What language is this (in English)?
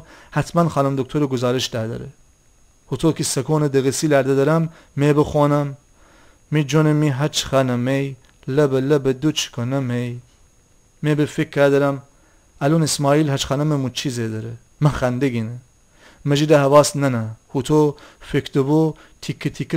Gilaki